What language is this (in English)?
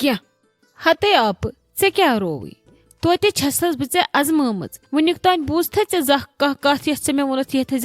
Kashmiri